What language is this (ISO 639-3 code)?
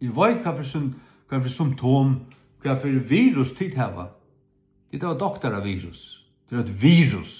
fao